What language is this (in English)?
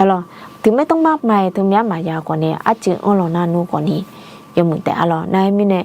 Akha